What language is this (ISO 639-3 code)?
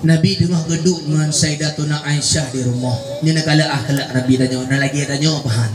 ace